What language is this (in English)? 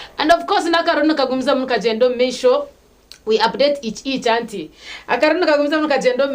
Nyankole